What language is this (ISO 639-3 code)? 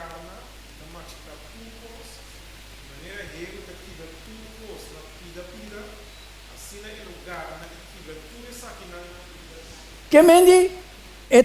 pap